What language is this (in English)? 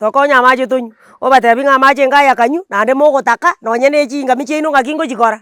Gusii